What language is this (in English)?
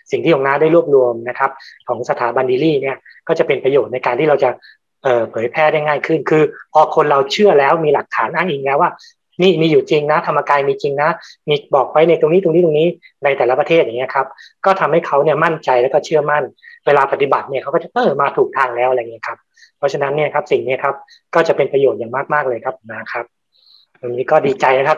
Thai